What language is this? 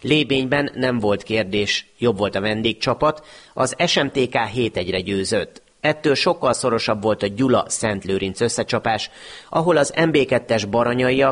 Hungarian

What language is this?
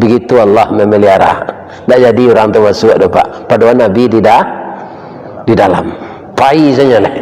Minangkabau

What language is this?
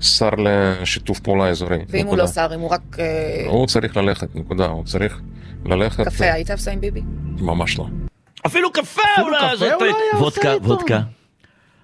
Hebrew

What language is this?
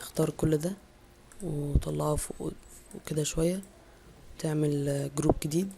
Egyptian Arabic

